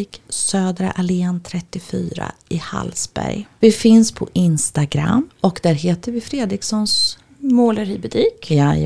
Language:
Swedish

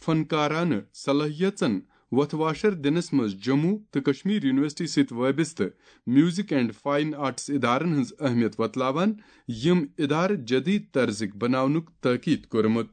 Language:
Kashmiri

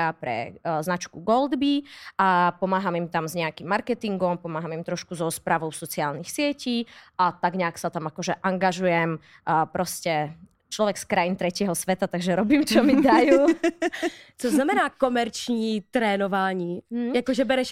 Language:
Slovak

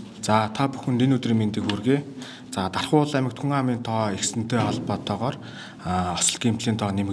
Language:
Mongolian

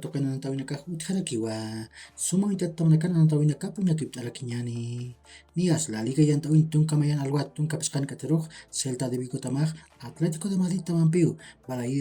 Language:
Aymara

